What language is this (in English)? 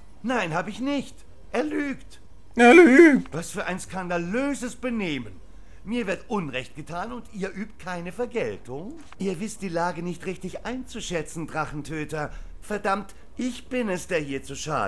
Swiss German